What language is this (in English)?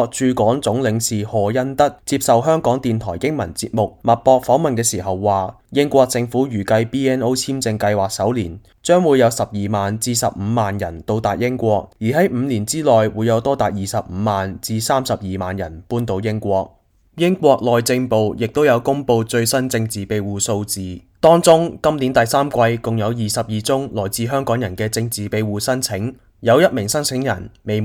Cantonese